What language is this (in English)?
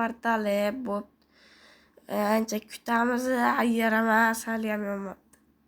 Uzbek